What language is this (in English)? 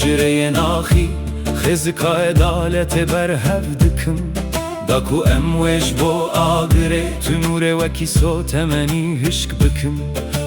Kurdish